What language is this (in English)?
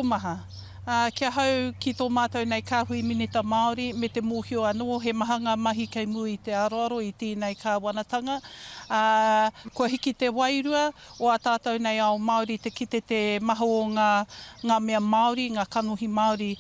Māori